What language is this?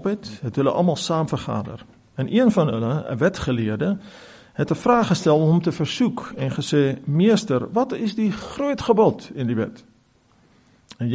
Afrikaans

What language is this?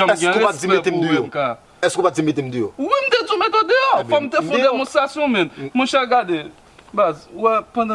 Haitian Creole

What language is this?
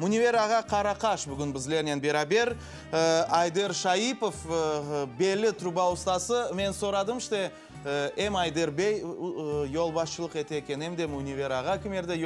Crimean Tatar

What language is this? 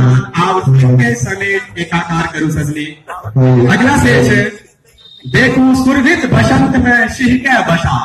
Maithili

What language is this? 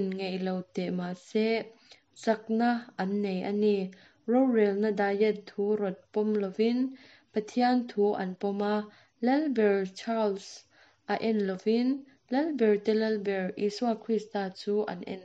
Mizo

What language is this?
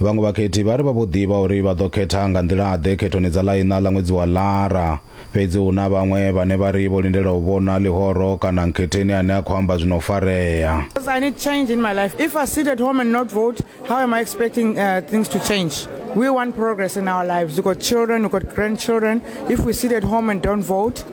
Venda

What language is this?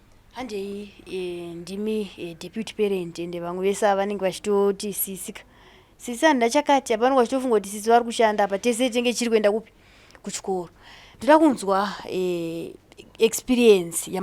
Shona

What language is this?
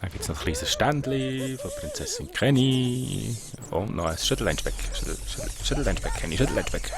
Swiss German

